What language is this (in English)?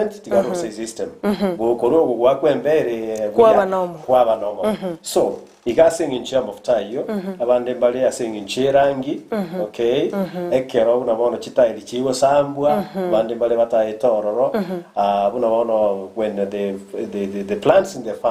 Gusii